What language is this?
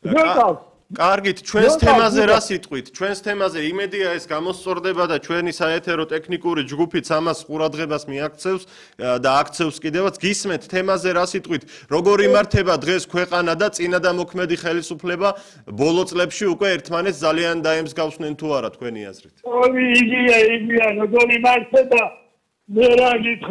Georgian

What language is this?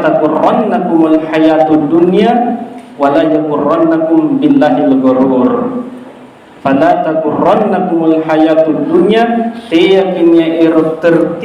Makasar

